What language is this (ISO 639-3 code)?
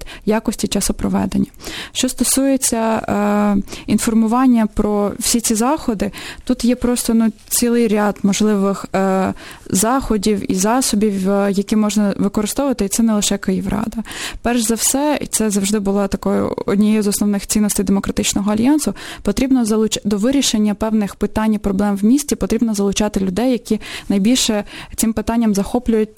ukr